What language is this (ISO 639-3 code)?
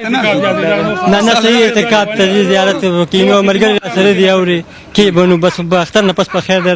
pus